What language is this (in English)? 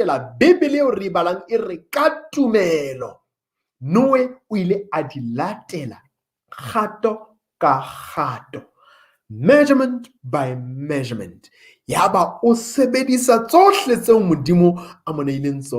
Southern Sotho